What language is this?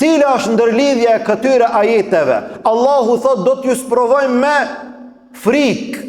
Albanian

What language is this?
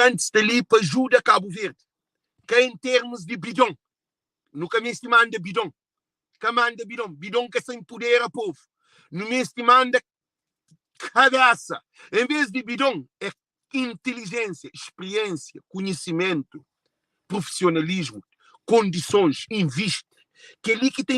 Kabuverdianu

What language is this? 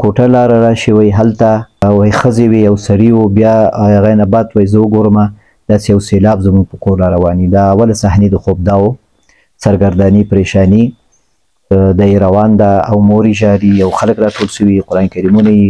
Pashto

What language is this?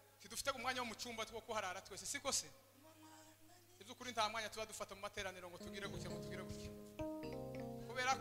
Kinyarwanda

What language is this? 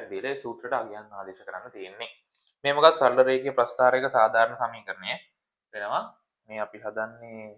Sinhala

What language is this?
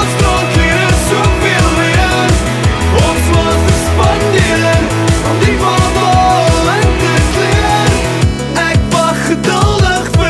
Afrikaans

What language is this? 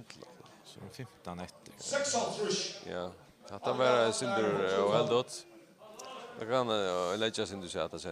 Faroese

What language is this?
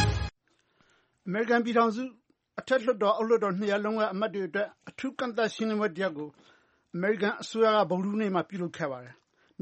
Burmese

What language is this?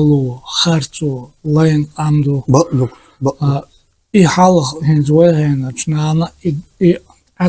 Chechen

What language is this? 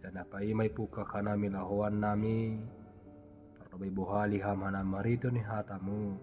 Batak Simalungun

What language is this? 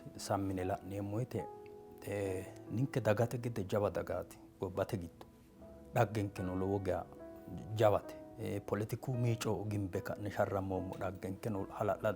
Sidamo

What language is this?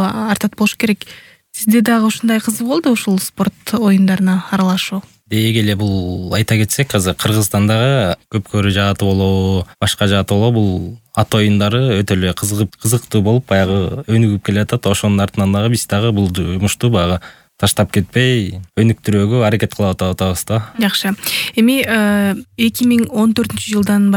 Kyrgyz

